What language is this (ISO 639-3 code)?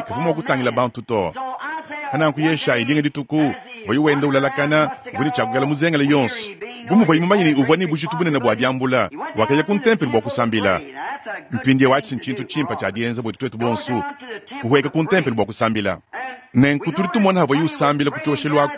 lua